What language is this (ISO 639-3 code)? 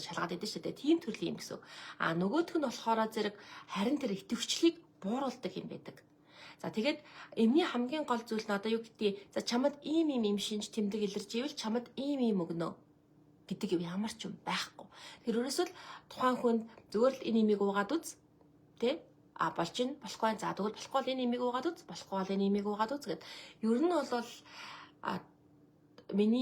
mon